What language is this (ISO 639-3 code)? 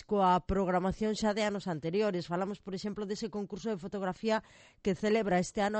glg